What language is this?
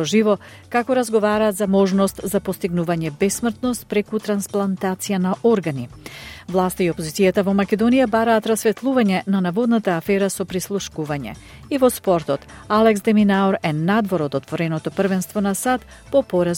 Macedonian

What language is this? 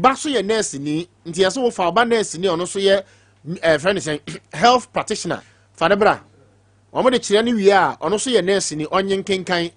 Akan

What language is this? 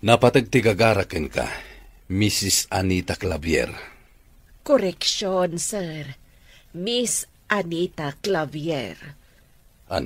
Iloko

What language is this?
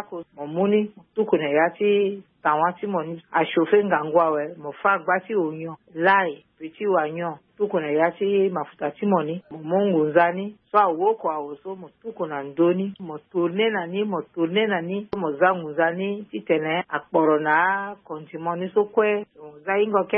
Sango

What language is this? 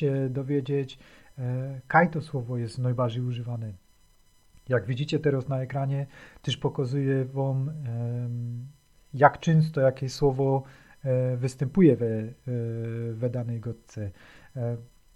Silesian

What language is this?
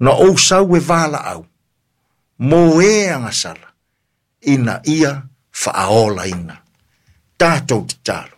Samoan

